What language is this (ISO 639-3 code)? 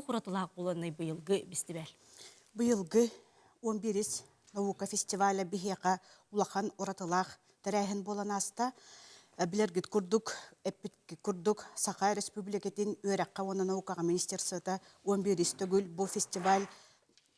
sah